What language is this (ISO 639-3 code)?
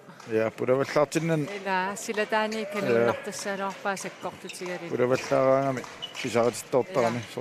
kal